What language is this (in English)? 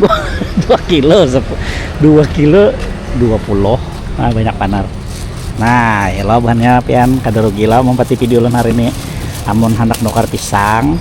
Banjar